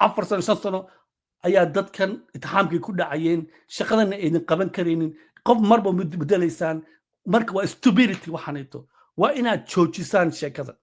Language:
Somali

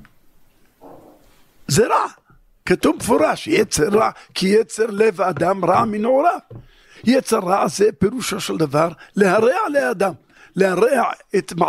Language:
Hebrew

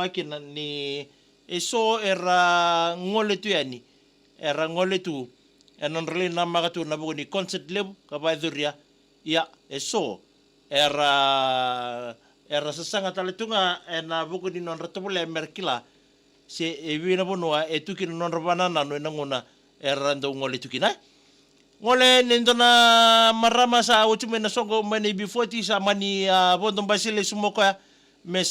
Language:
Fijian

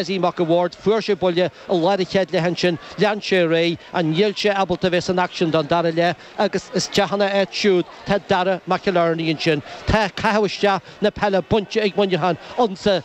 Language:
Irish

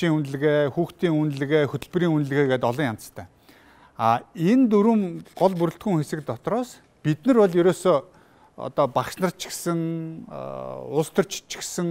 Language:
Mongolian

